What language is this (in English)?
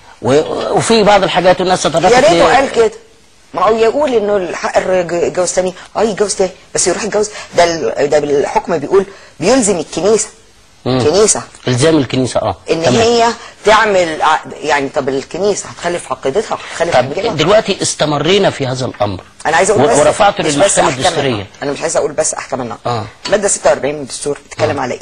Egyptian Arabic